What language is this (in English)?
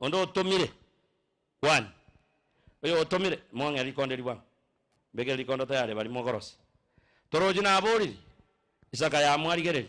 Gusii